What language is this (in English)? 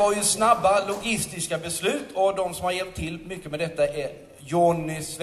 Swedish